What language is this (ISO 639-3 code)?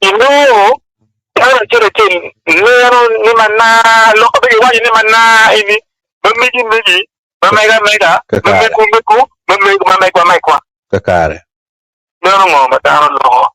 ach